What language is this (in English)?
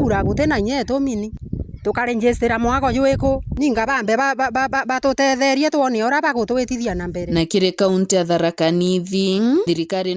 Meru